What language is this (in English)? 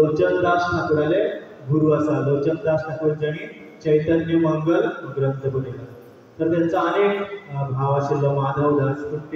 Konkani